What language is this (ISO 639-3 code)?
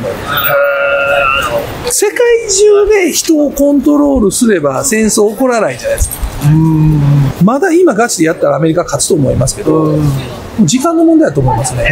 jpn